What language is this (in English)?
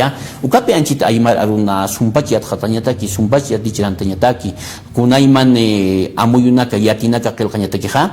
Aymara